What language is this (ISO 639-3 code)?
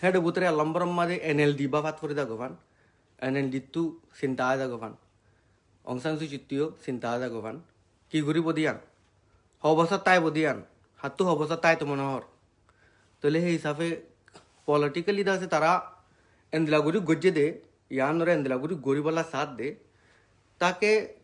rhg